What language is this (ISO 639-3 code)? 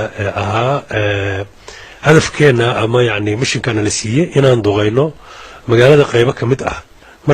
som